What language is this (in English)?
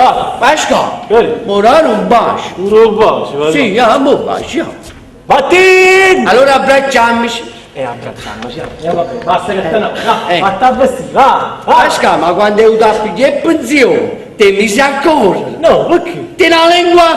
Neapolitan